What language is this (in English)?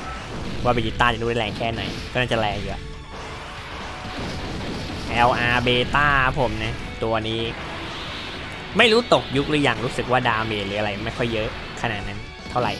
Thai